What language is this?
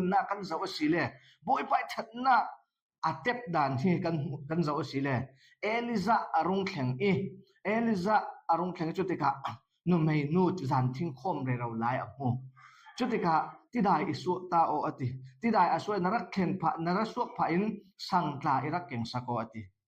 Falam Chin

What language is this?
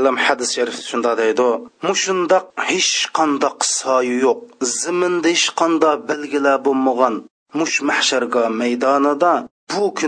Uyghur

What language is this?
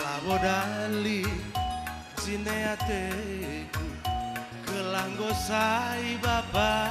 Batak Karo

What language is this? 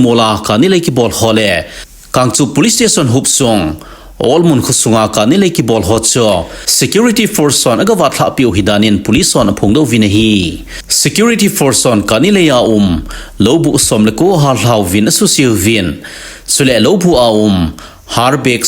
Thado Chin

